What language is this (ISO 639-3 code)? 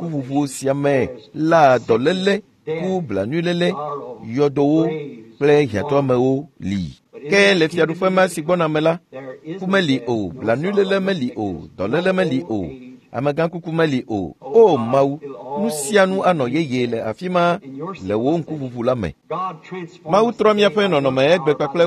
ewe